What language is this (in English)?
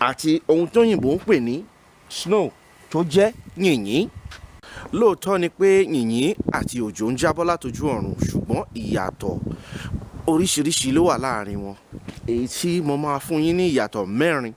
Yoruba